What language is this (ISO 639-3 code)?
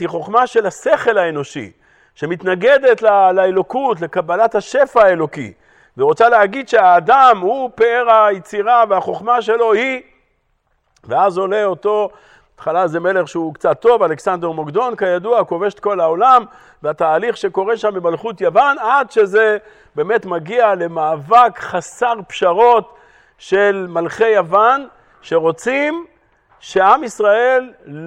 heb